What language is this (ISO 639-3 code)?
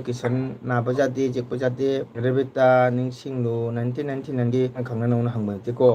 mni